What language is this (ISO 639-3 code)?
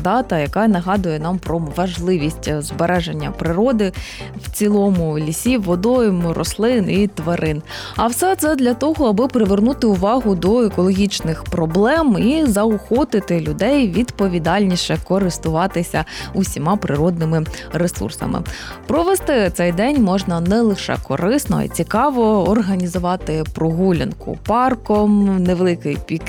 ukr